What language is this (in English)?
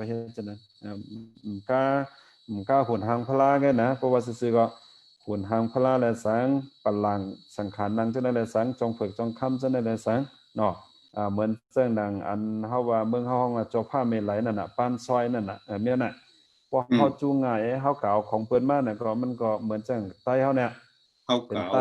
Shan